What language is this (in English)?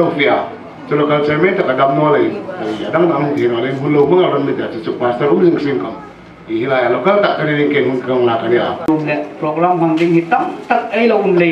Hmar